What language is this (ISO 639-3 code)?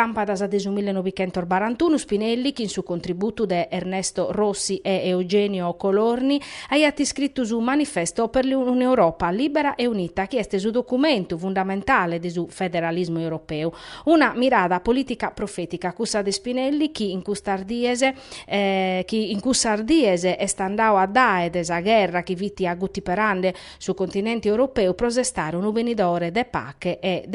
srd